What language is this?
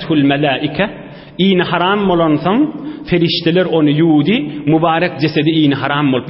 Turkmen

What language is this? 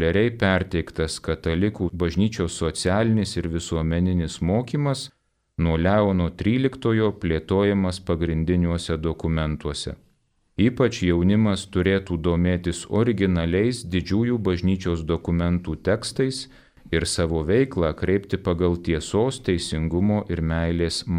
Lithuanian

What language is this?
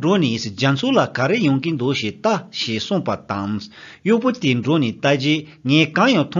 Tibetan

